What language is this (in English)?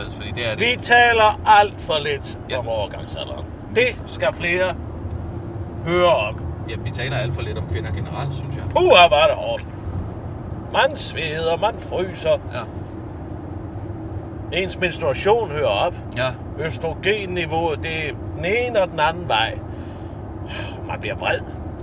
Danish